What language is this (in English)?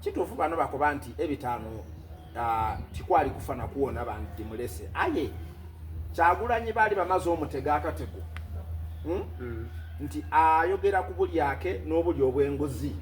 Soga